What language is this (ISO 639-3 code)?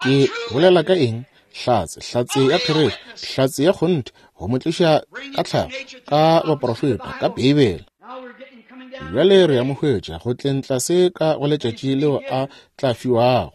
nso